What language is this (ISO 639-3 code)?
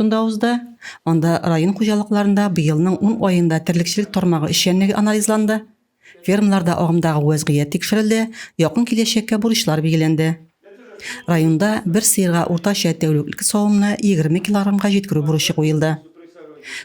tat